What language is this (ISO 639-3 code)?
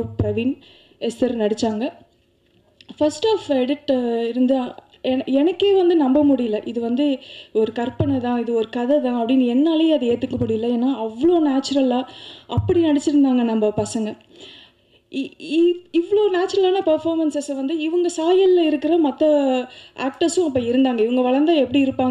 tam